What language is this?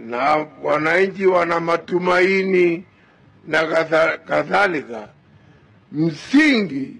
Swahili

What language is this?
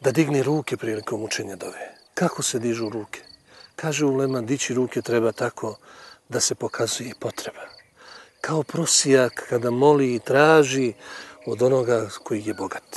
Bosnian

